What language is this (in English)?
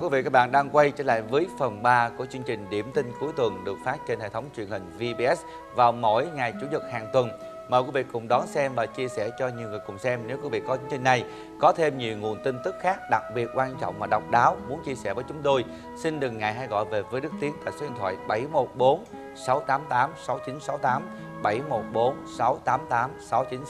Vietnamese